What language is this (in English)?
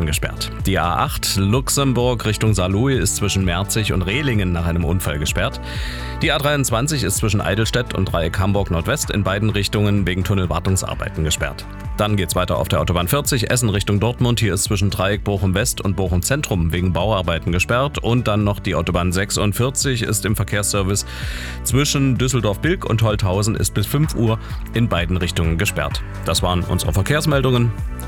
German